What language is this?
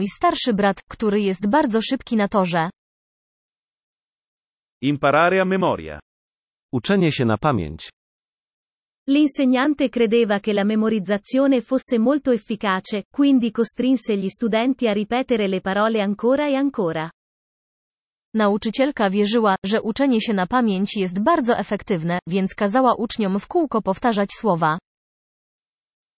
Polish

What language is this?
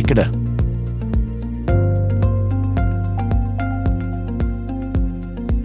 Norwegian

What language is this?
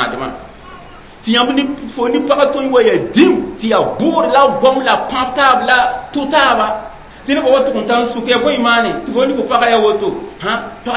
Mossi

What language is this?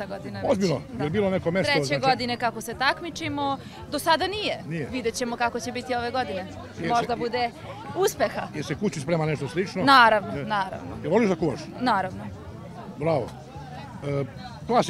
Serbian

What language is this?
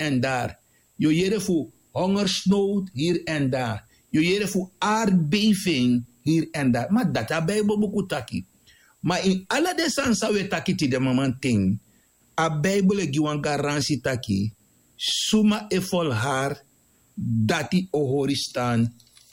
Sranan Tongo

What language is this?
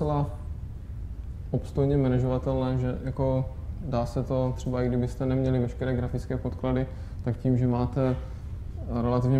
Czech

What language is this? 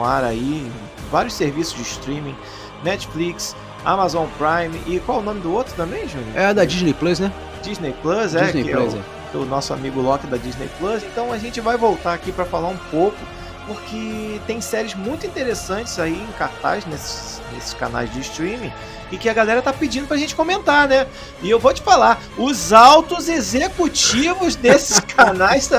Portuguese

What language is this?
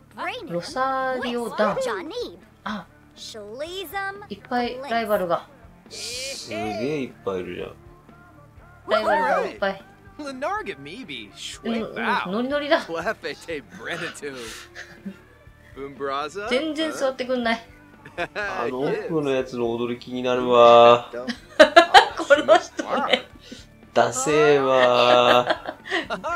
Japanese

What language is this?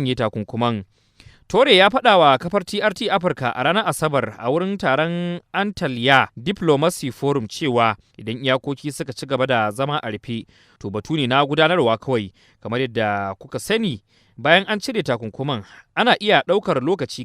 Hausa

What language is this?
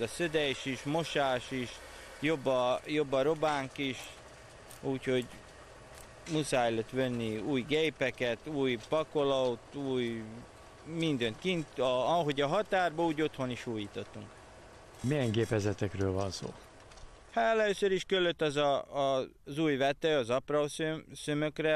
Hungarian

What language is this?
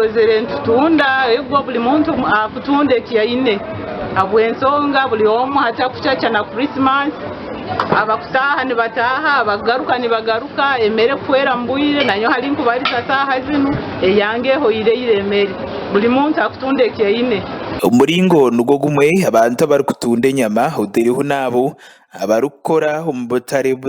Nyankole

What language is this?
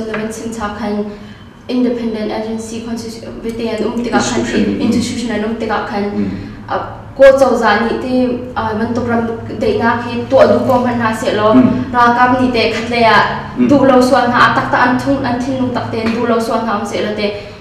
Hakha Chin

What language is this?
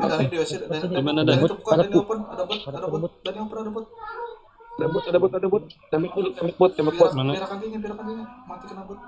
Banjar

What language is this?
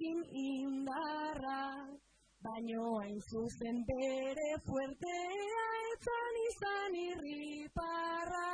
Basque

